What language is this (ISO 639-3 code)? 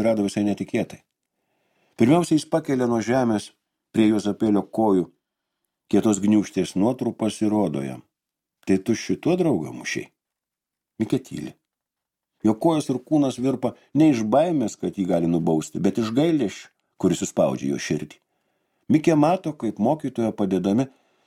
lit